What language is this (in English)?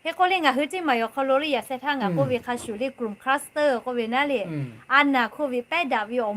Lahu